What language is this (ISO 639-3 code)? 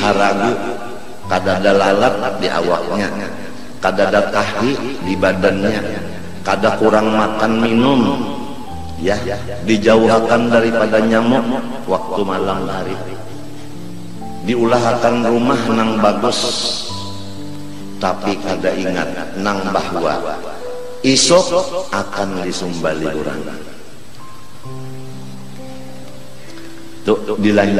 bjn